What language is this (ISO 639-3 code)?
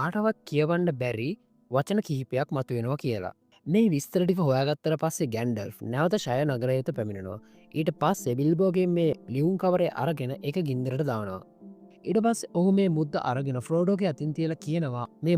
sin